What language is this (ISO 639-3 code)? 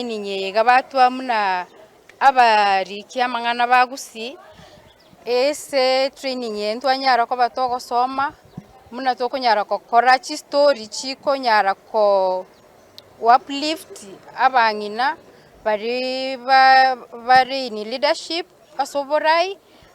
guz